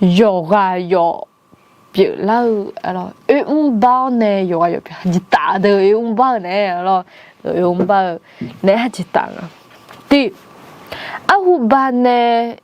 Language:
Akha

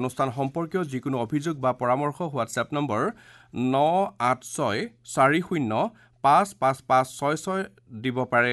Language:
Assamese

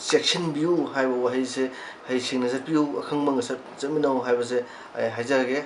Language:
Manipuri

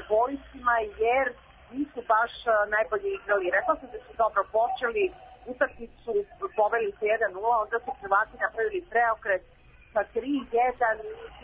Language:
Serbian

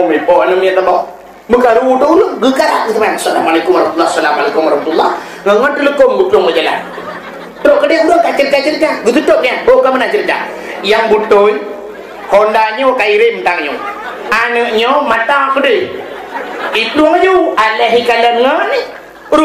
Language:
Achinese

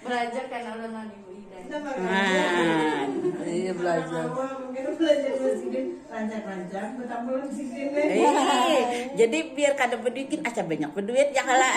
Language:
Banjar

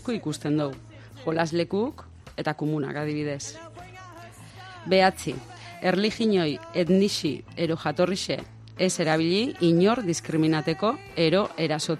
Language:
Basque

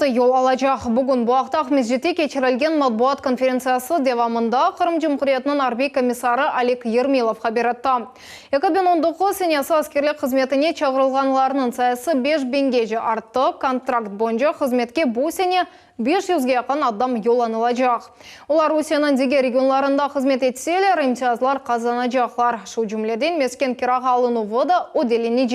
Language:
Crimean Tatar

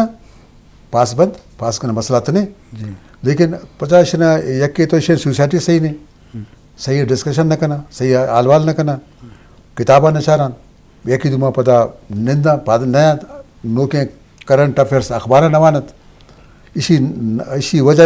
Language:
Eastern Balochi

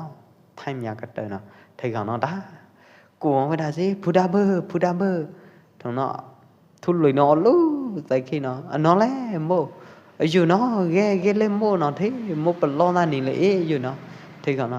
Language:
Pwo Eastern Karen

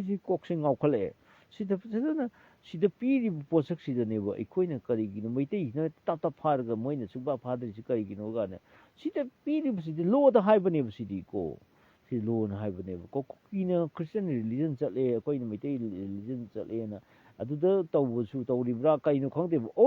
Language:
Manipuri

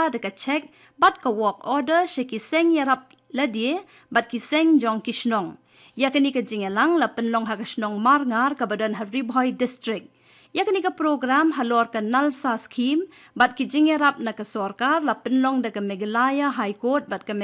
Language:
Khasi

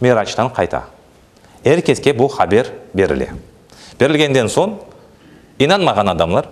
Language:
Crimean Tatar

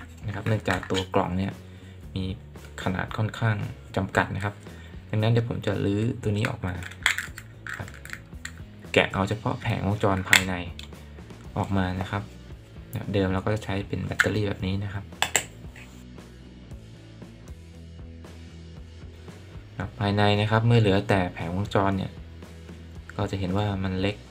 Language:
Thai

